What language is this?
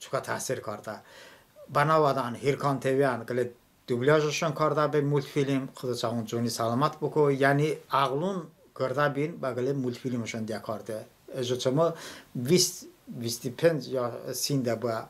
Talysh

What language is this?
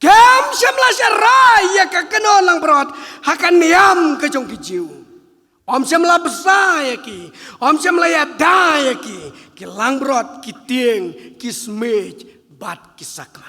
Khasi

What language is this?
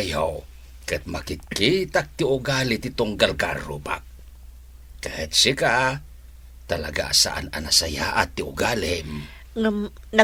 Iloko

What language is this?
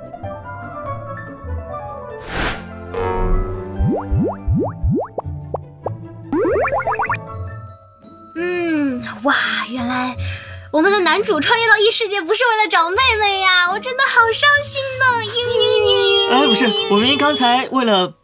Chinese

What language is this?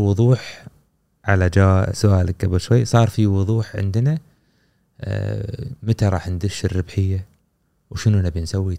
Gulf Arabic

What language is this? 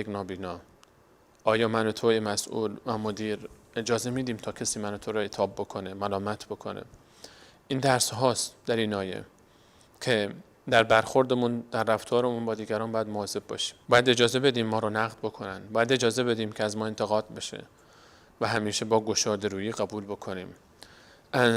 Persian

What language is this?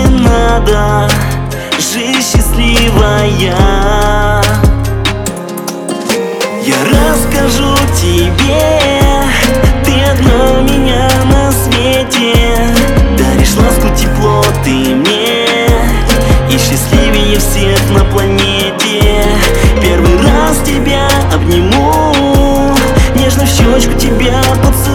Russian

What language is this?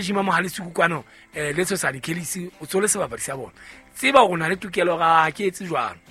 Southern Sotho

